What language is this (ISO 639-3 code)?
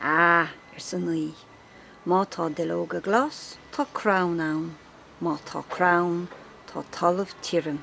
gle